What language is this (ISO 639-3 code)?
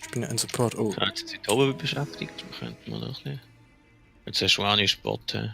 gsw